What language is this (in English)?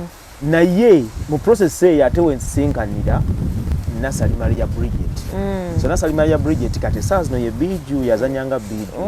Ganda